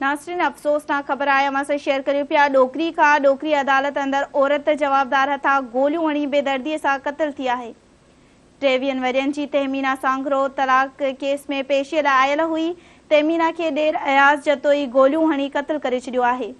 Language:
Sindhi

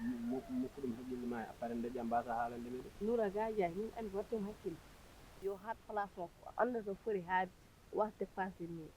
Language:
Fula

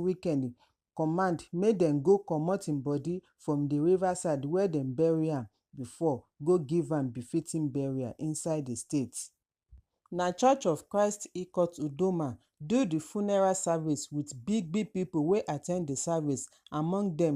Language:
Nigerian Pidgin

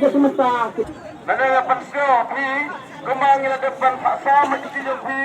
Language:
Khasi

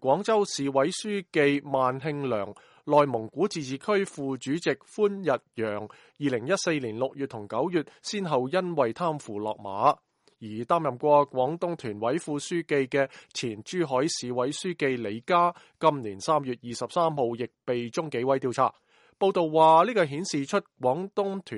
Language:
Cantonese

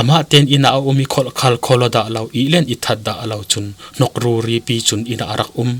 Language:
Falam Chin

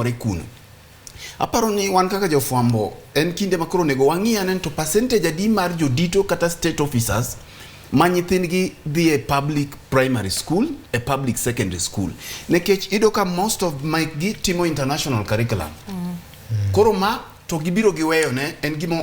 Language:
Luo (Kenya and Tanzania)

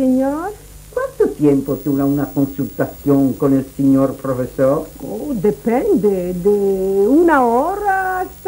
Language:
Ladino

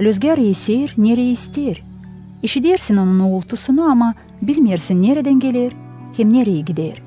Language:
Gagauz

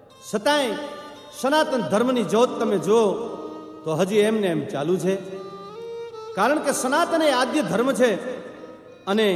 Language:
Gujarati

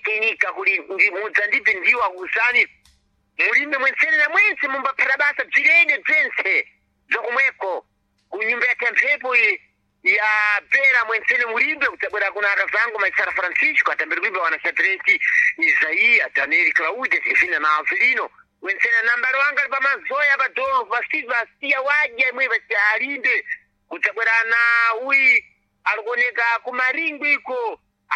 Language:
Sena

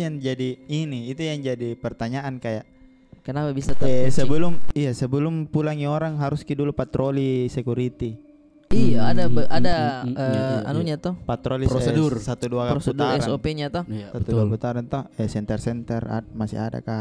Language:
Makassar Malay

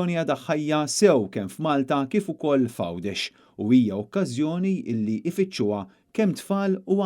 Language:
Maltese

